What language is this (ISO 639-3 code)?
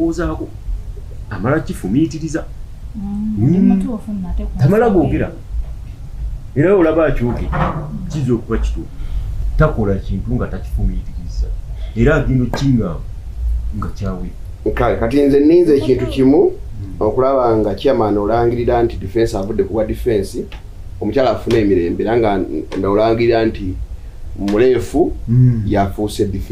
lug